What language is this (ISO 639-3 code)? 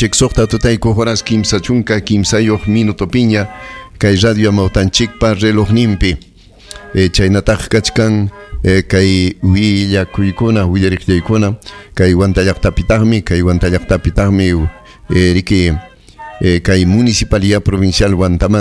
quy